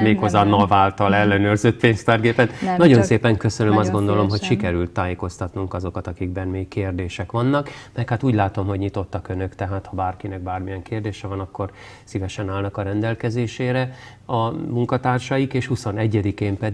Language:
Hungarian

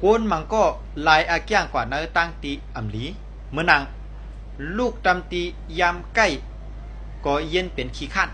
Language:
Shan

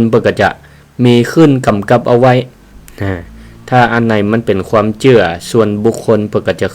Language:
Northern Thai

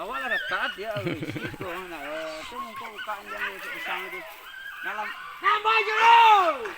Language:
Minangkabau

